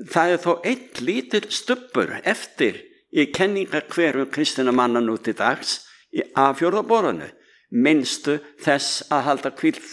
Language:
Icelandic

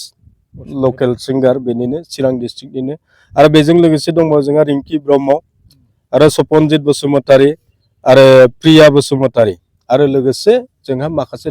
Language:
Bodo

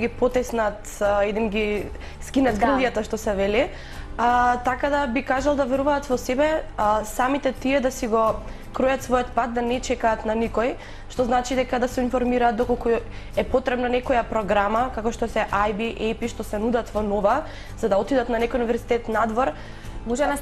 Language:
Macedonian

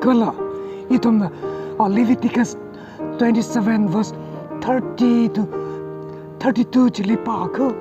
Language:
Tangkhul Naga (India)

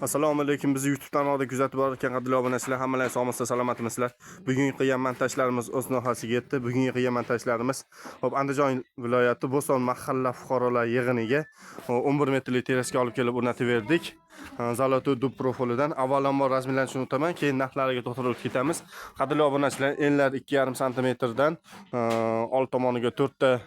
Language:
Uzbek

